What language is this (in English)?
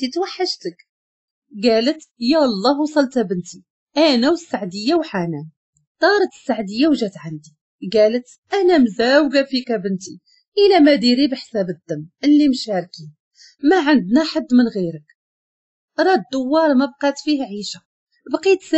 Moroccan Arabic